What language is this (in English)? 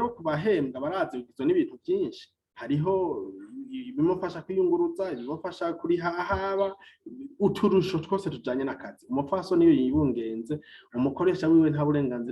Rundi